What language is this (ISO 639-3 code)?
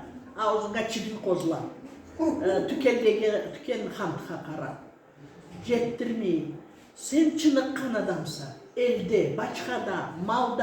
krc